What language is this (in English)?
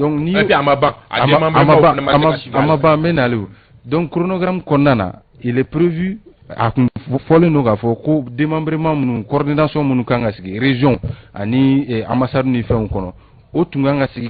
Bambara